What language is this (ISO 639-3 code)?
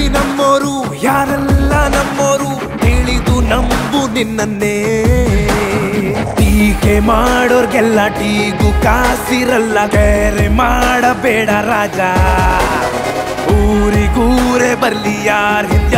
kan